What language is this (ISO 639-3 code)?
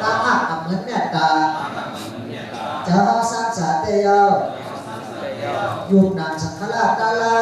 shn